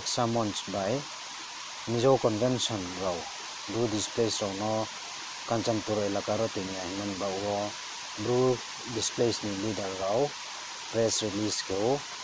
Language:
Riang (India)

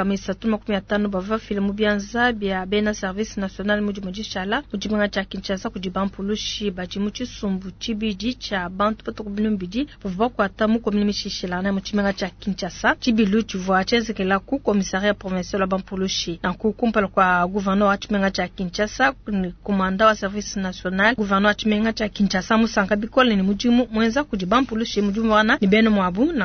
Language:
Luba-Lulua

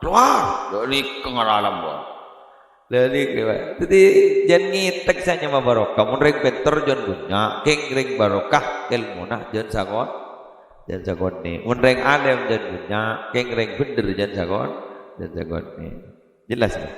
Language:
Madurese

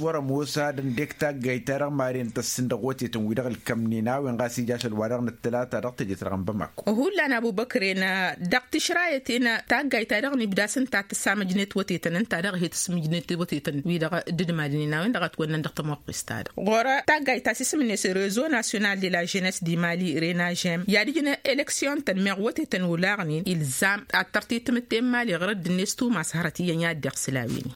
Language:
Tamasheq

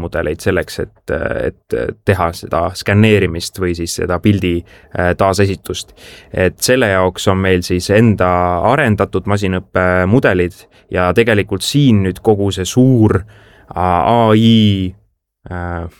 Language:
Estonian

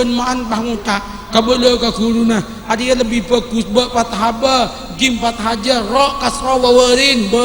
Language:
Madurese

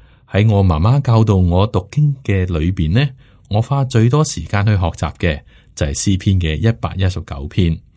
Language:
Cantonese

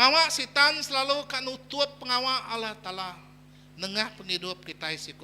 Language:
Iban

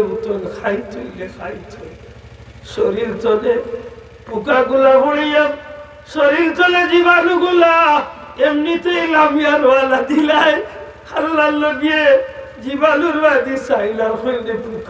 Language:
Sylheti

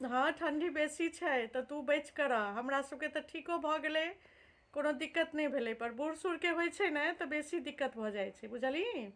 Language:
Maithili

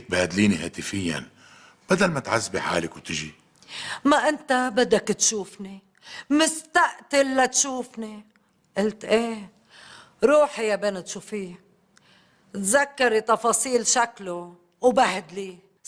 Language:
North Levantine Arabic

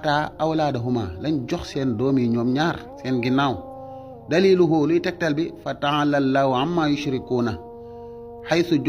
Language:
Wolof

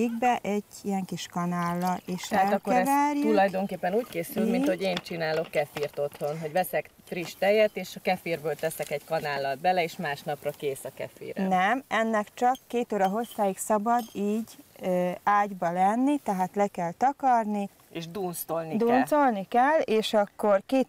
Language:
Hungarian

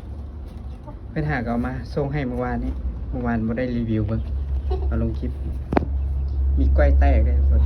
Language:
Lao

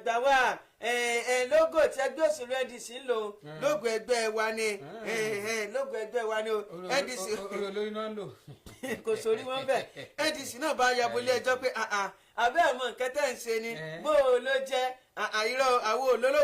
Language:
Yoruba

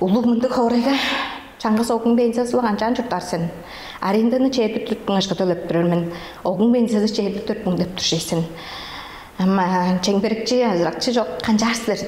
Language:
Tuvinian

